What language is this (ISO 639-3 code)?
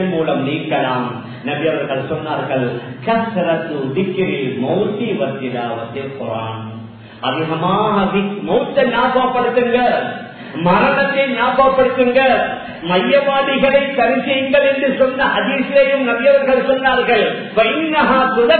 tam